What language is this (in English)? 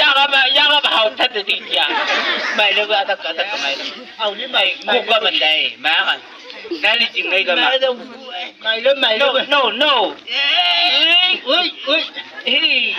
Chang Naga